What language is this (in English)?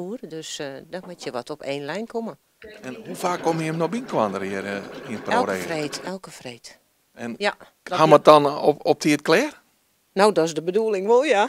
Western Frisian